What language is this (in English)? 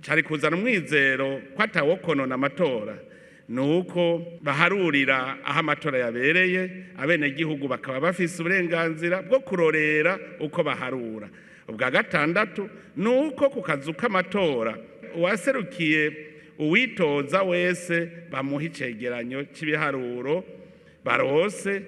Rundi